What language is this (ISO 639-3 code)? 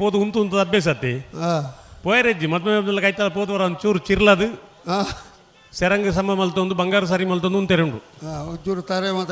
tcy